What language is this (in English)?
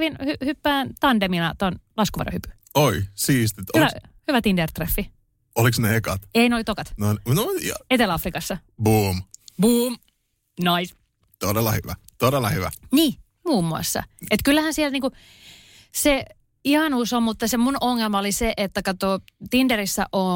Finnish